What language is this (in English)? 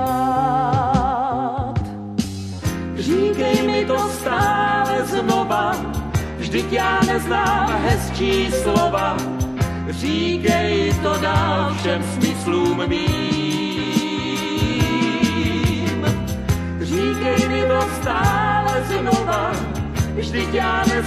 Czech